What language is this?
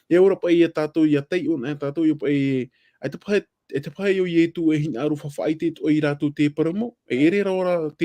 Tahitian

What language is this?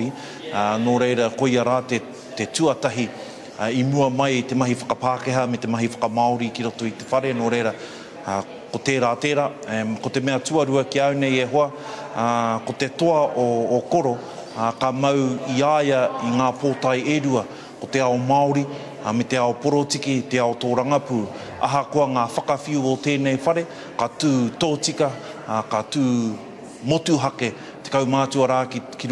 Māori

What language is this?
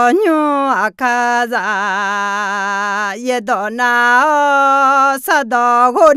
Akha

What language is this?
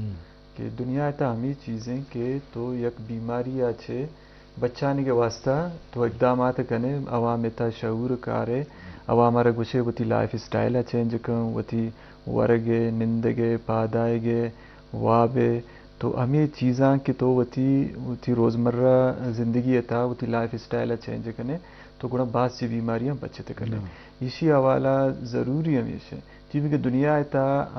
Eastern Balochi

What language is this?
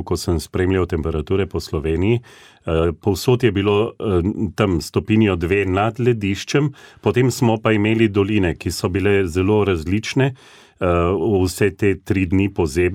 Slovenian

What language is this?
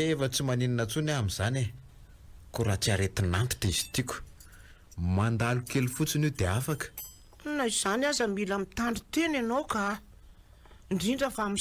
Malagasy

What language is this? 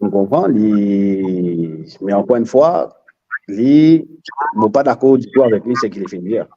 Morisyen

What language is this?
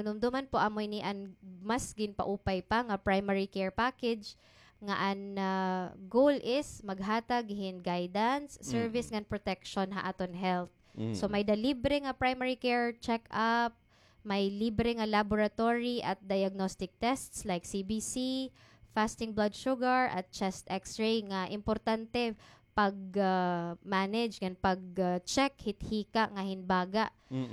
Waray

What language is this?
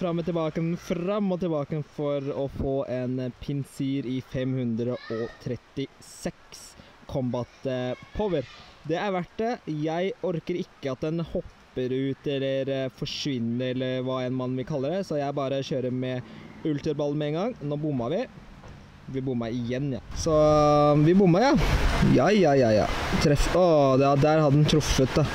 Norwegian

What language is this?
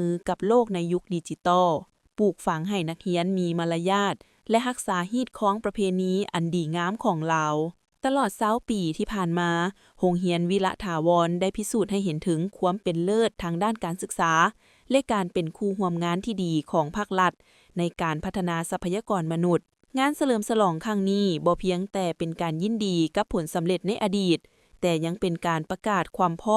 Lao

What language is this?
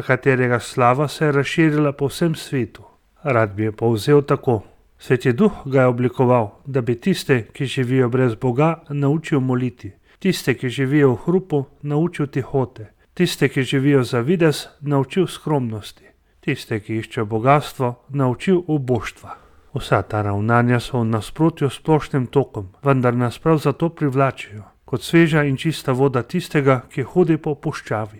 Slovenian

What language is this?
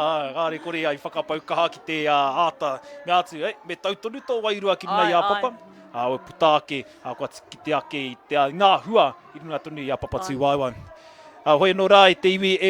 Māori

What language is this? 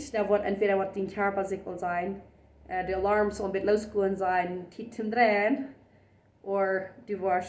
Plautdietsch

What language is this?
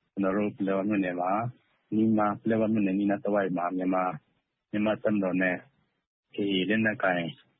Burmese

